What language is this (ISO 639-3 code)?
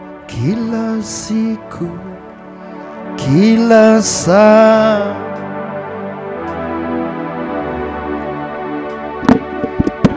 swa